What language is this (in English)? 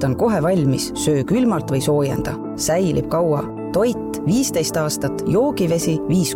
Estonian